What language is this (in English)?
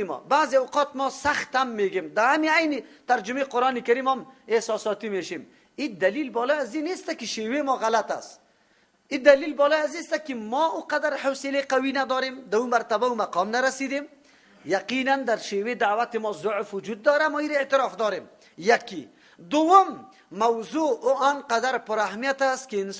Persian